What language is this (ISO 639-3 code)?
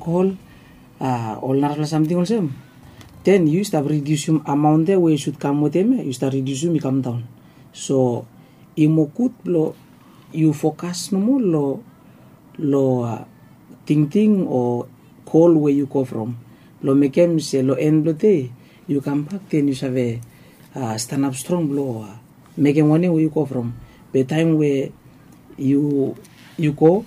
bis